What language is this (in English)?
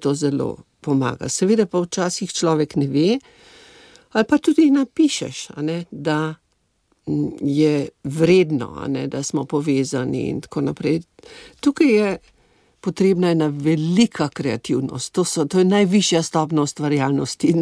Slovenian